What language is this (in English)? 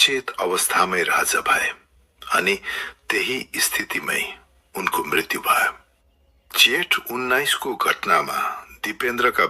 Nepali